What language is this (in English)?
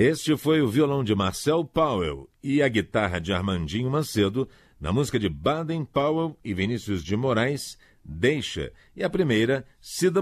Portuguese